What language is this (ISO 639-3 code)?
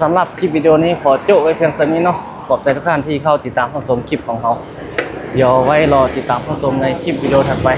lao